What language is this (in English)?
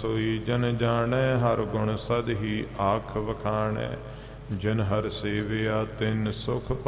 Punjabi